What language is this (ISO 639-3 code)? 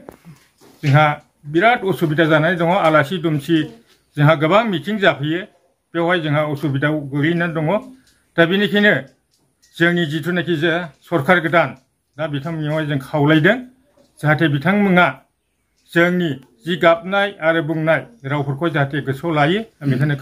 brx